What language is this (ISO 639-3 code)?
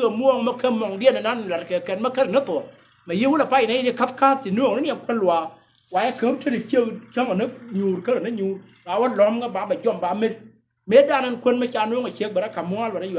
nus